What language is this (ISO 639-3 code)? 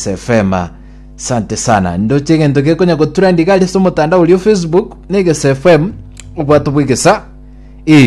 guz